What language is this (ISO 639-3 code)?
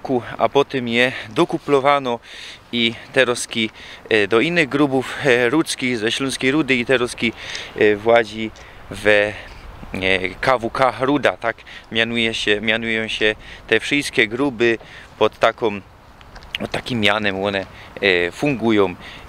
szl